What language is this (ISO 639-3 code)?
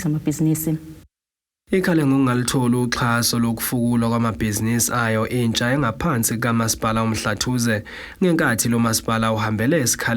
zul